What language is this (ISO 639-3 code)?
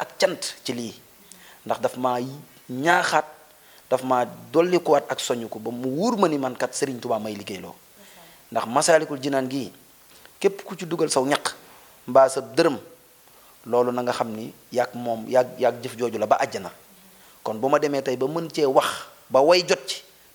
wol